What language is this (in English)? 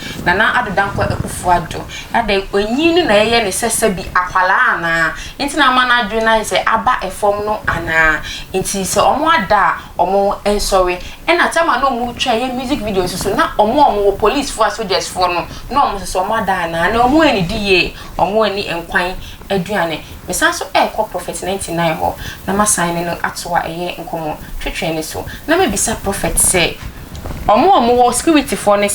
Akan